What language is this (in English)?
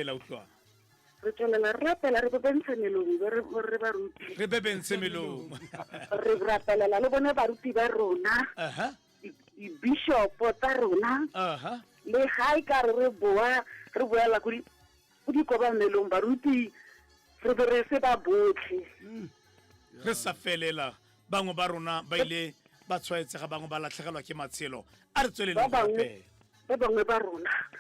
Tswana